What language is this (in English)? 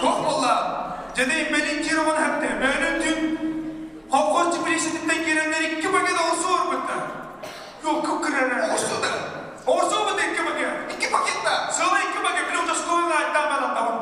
Yakut